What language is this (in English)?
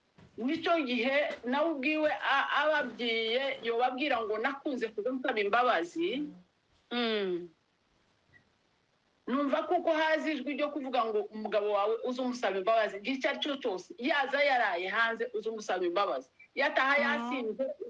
Kinyarwanda